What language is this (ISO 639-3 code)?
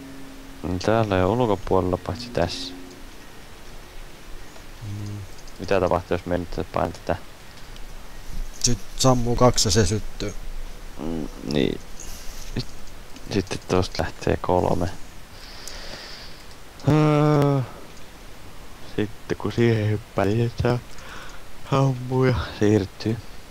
fin